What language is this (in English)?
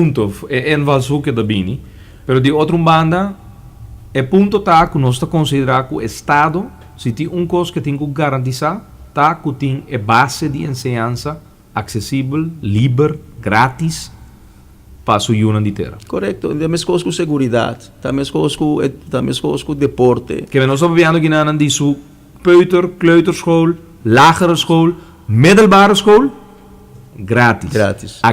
Papiamento